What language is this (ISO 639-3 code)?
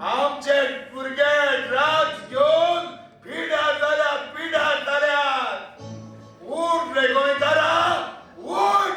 kok